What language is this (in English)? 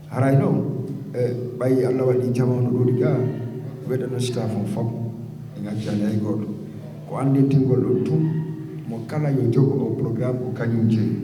Fula